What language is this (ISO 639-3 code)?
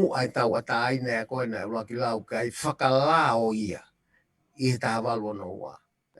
ton